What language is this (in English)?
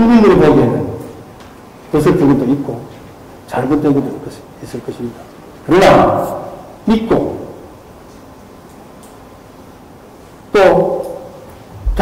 Korean